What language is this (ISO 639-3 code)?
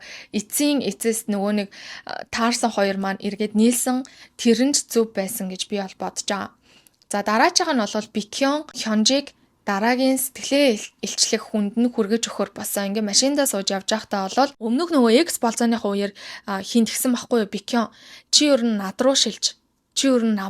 mon